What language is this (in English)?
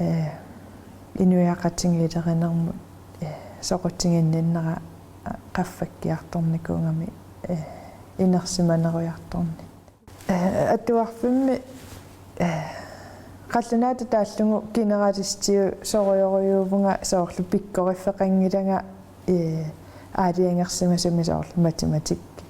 Kalaallisut